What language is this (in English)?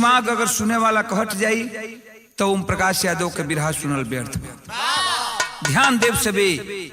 Bhojpuri